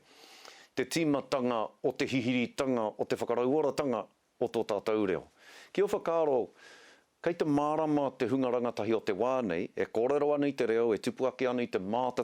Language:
Māori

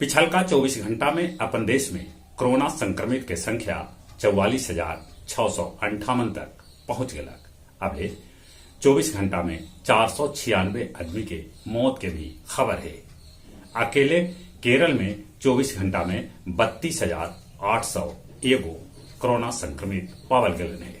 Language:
Magahi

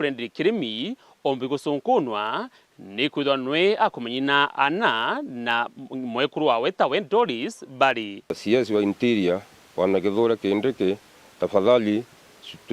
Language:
Meru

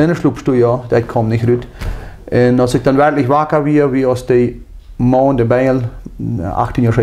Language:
Plautdietsch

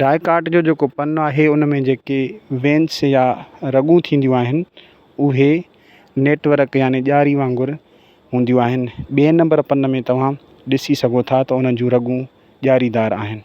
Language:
Sindhi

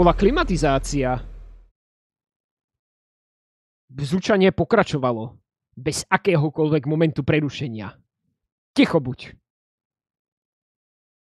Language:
Slovak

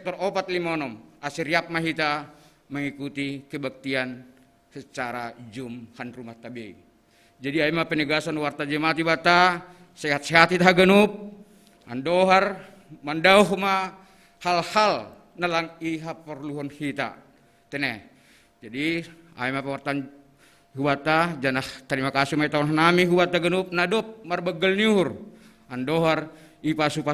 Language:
Batak Simalungun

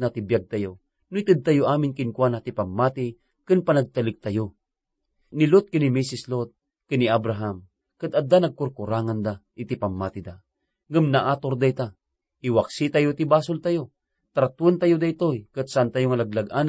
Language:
Iloko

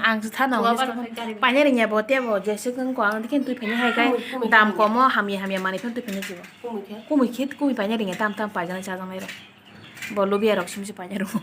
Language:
Kok Borok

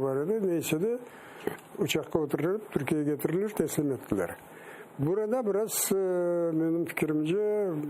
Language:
Crimean Tatar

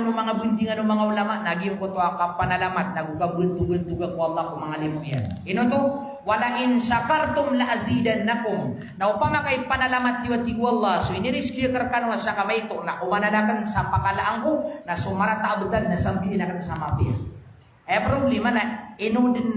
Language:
Maranao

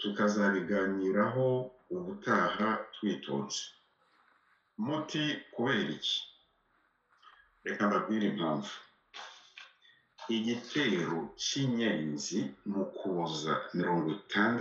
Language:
Kinyarwanda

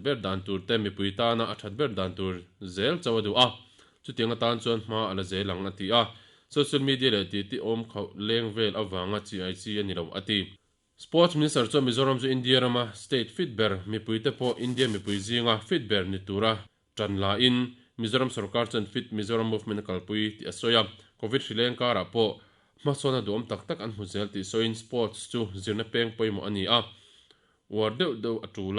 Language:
Mizo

